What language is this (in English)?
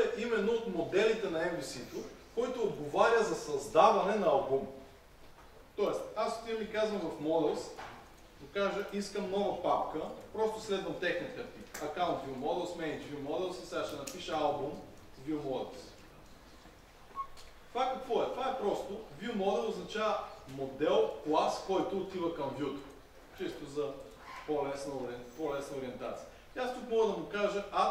Bulgarian